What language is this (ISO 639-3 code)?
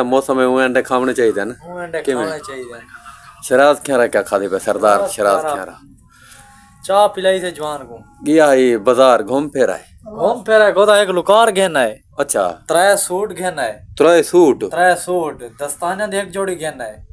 skr